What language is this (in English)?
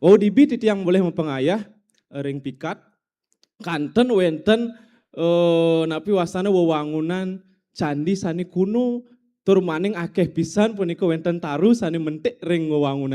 Balinese